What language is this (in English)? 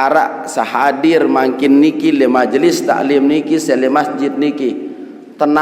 Sasak